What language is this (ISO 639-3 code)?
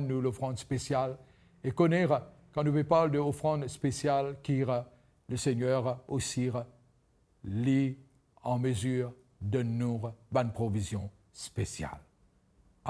mfe